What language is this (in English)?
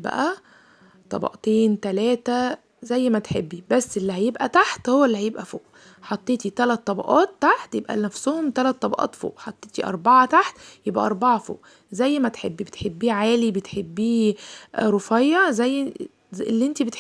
Egyptian Arabic